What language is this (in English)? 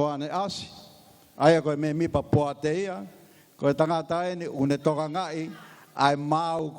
Tongan